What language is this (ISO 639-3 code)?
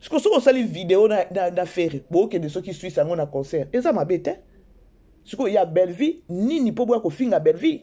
lin